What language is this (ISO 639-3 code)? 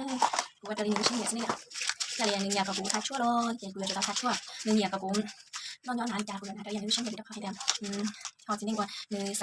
hmn